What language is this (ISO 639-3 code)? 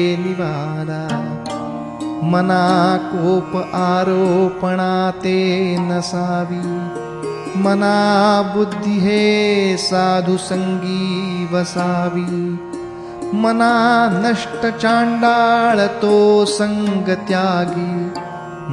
mar